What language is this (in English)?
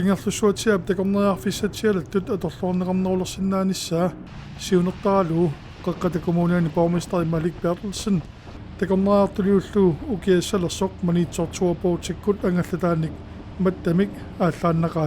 Kalaallisut